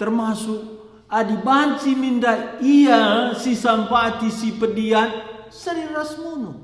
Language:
Batak Karo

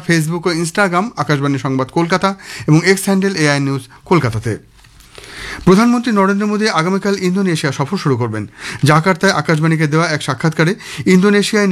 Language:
Bangla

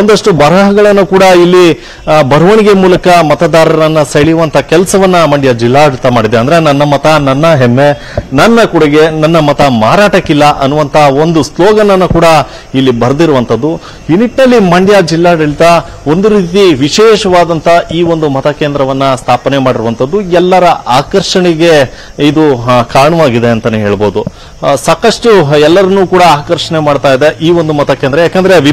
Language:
Kannada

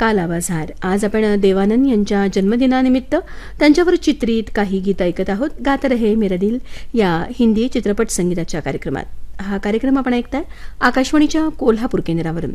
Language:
Marathi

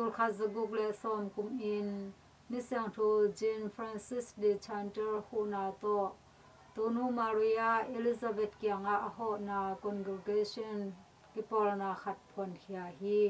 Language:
Tedim Chin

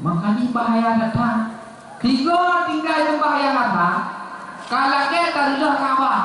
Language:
Achinese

